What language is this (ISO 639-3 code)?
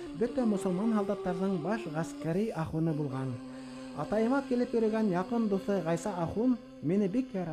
bak